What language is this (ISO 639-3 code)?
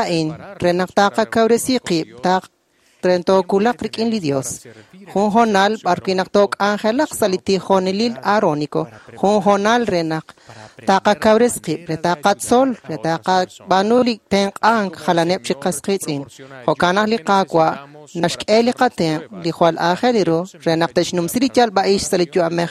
kek